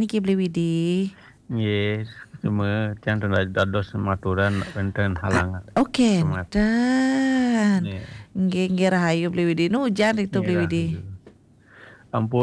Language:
Balinese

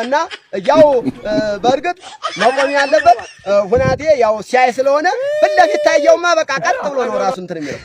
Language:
Amharic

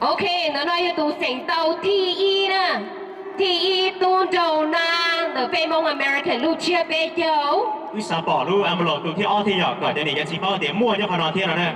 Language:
Hmong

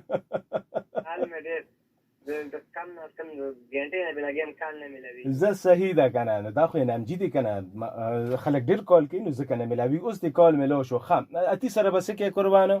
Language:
Pashto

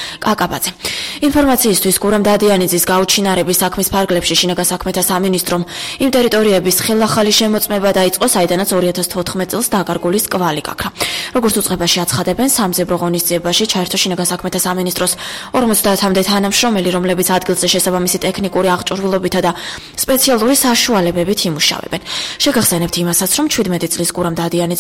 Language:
Georgian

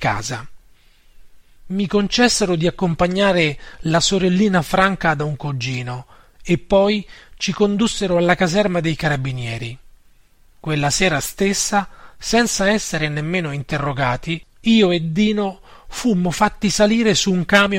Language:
Italian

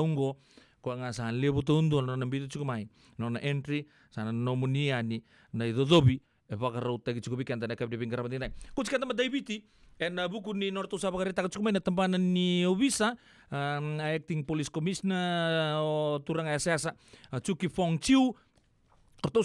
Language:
Fijian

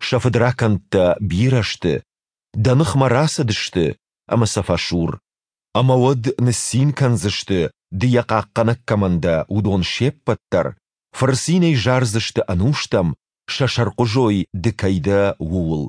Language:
Ossetic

